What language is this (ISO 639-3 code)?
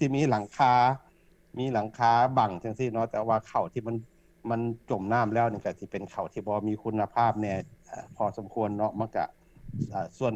lao